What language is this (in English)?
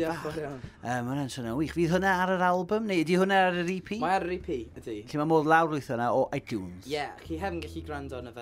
Welsh